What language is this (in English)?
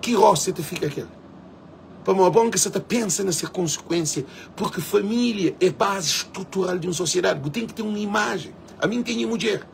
Kabuverdianu